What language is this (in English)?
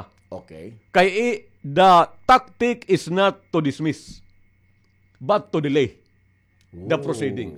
Waray